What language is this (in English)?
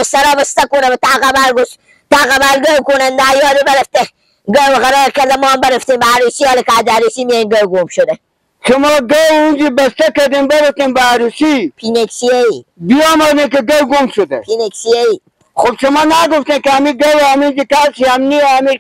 Persian